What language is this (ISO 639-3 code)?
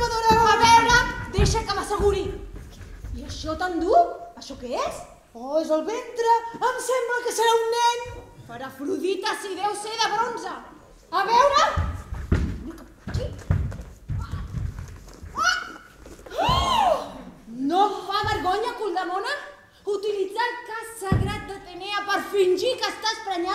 cat